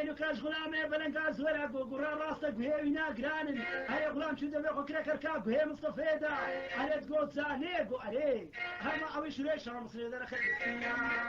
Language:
Kurdish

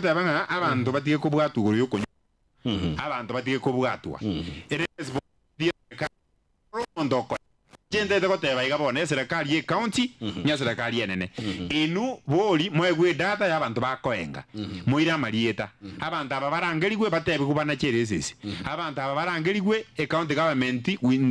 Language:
Gusii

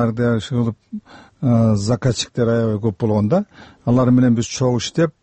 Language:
Kyrgyz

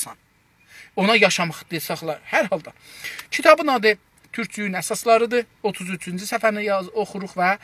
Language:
South Azerbaijani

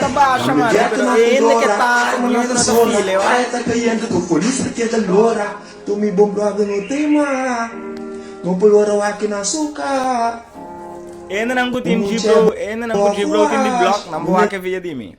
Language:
Papiamento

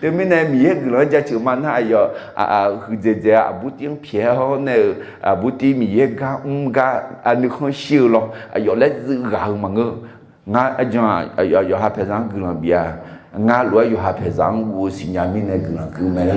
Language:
Akha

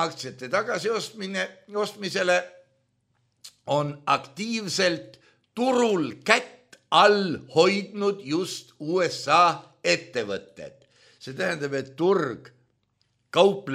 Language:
Estonian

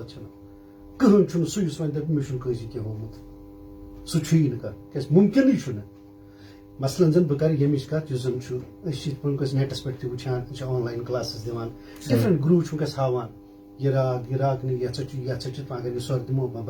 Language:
Kashmiri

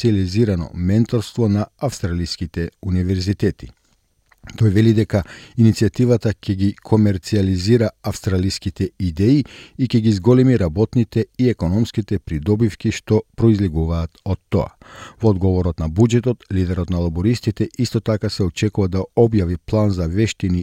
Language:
Macedonian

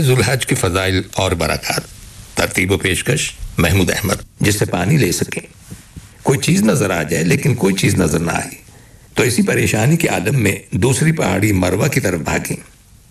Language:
Urdu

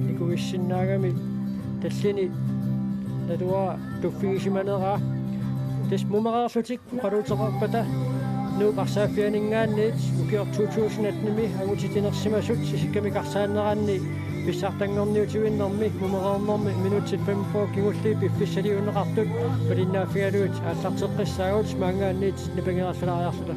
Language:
Kalaallisut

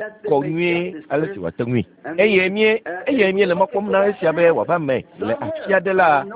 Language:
Ewe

